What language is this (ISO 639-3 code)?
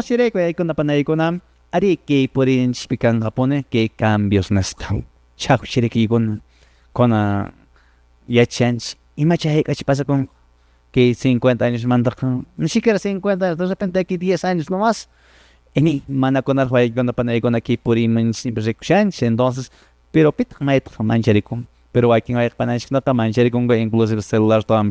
que